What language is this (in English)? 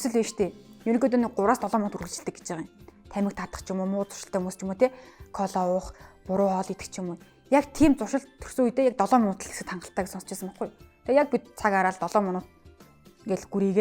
Mongolian